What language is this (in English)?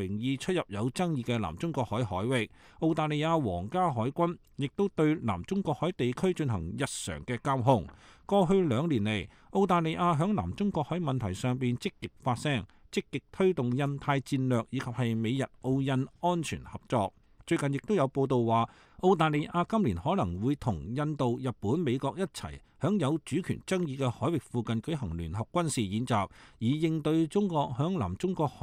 Cantonese